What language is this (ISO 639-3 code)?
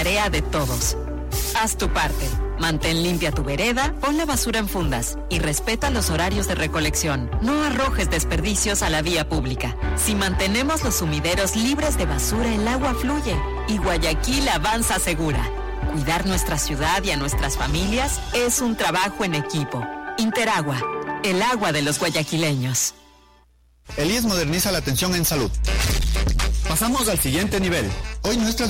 spa